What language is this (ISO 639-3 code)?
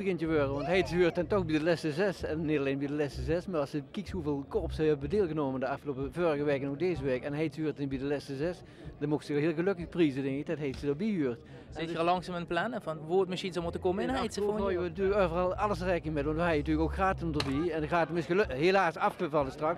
nld